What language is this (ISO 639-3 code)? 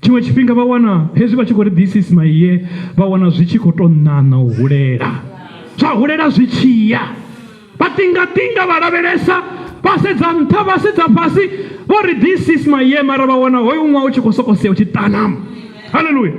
ven